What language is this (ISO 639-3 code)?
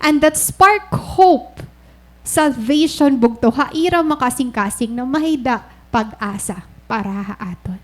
war